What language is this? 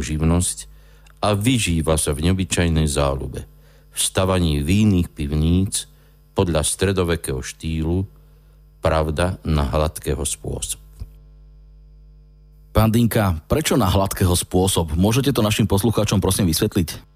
Slovak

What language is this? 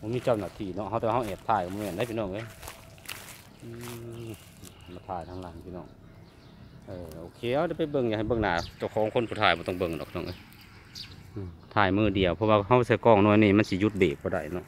Lao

